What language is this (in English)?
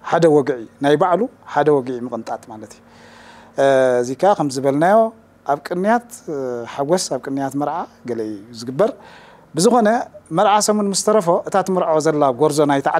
Tigrinya